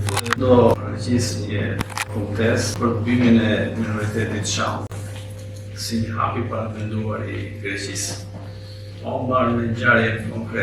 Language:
Albanian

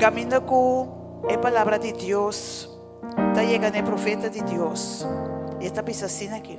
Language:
Papiamento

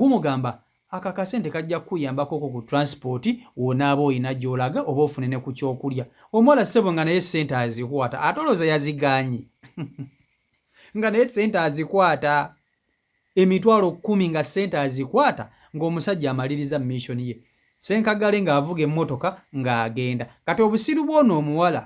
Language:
Ganda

